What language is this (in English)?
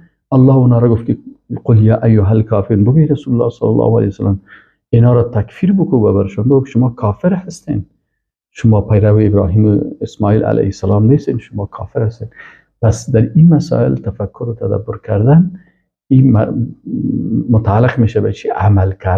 Persian